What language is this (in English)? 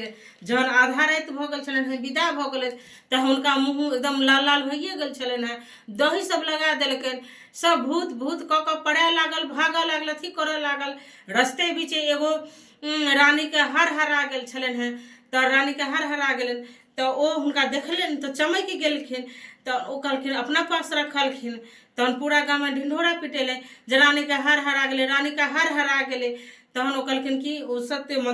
Maithili